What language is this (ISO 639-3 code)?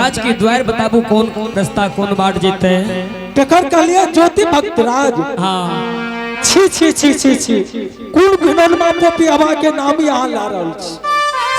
anp